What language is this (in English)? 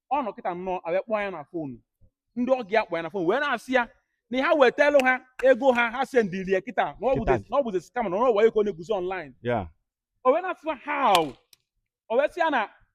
Igbo